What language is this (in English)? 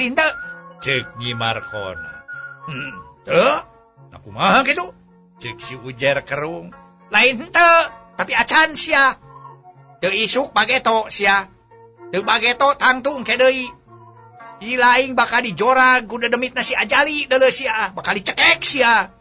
Sundanese